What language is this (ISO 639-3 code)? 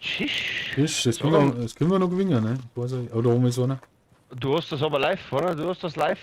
bar